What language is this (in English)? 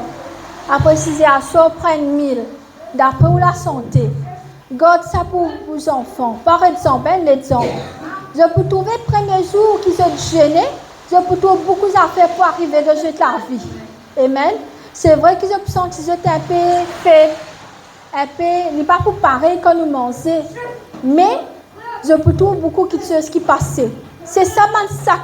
Morisyen